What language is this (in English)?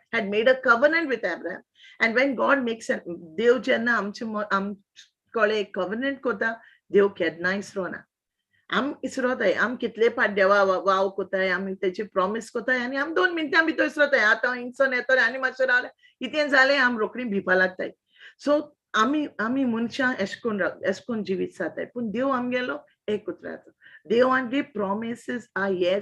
Konkani